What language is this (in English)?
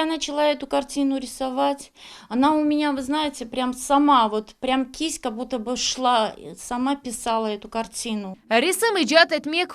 Crimean Tatar